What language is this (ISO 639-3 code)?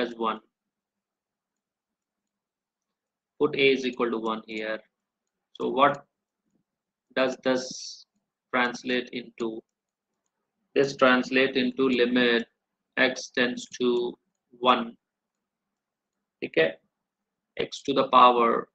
hin